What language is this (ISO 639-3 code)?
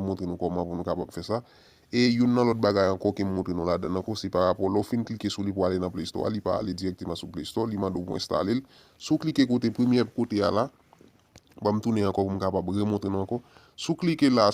hat